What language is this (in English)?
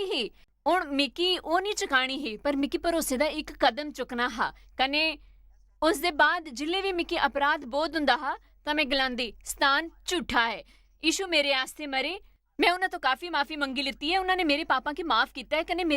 Dogri